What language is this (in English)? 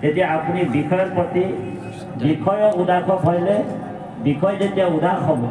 Assamese